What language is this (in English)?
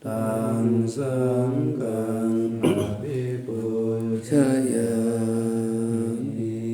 Pali